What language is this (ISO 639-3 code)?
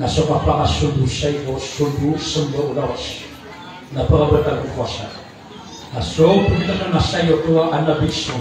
mrw